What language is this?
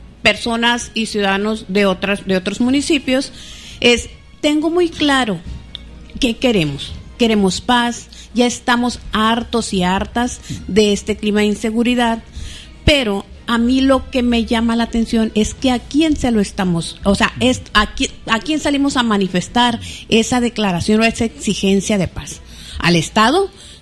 Spanish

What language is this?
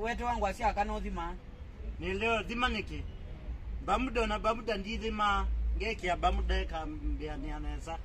Kamba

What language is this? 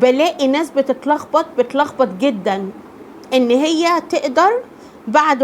Egyptian Arabic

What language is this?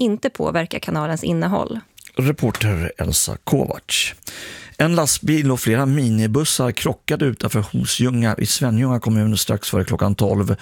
Swedish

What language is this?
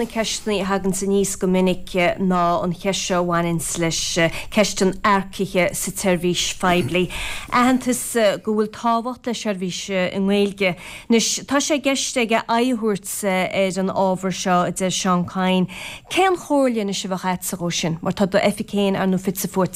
Irish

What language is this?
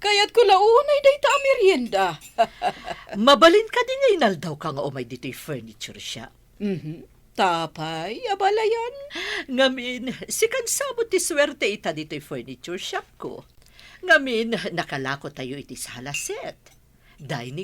Iloko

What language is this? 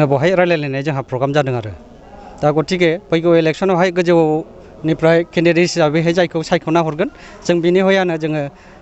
Bodo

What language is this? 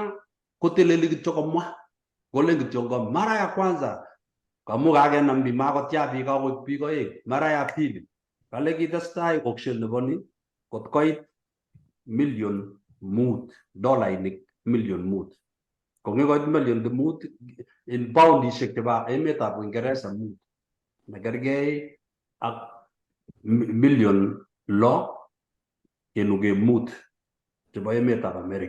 Kalenjin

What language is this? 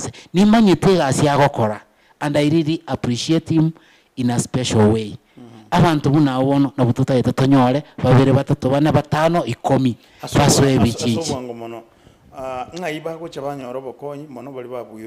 Gusii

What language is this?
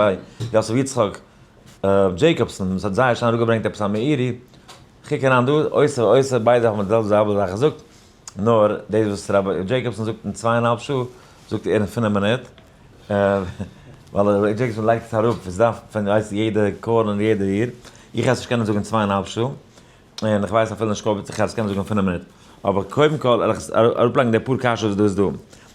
Yiddish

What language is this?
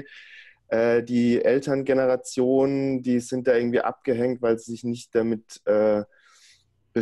German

